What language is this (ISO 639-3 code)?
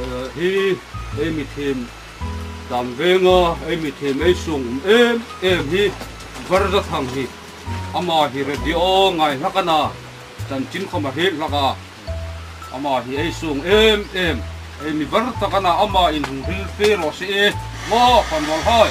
hmr